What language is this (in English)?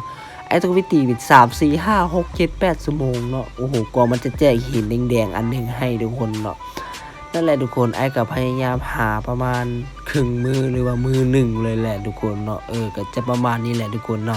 Lao